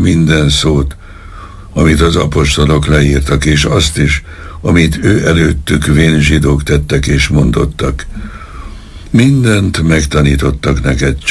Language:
Hungarian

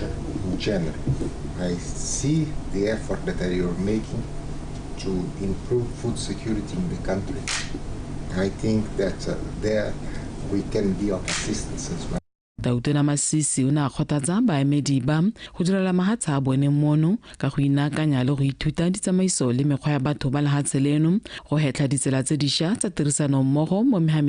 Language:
Tswana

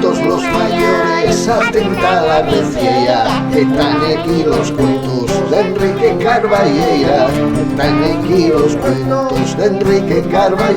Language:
Asturian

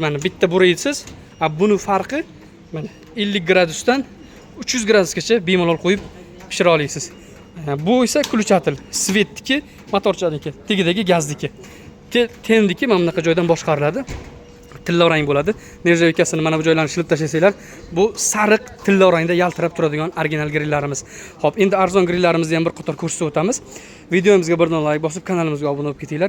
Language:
Uzbek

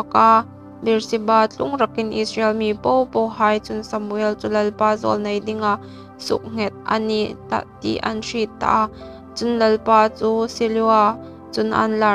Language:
Hmar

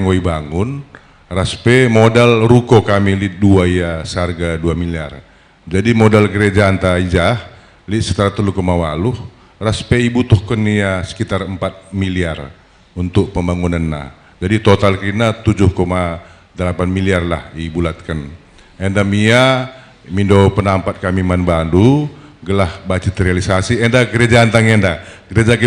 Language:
Batak Karo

